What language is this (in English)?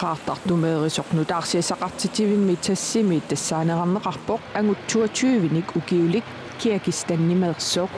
Kalaallisut